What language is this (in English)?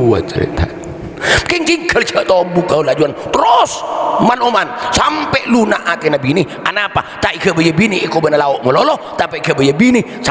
Madurese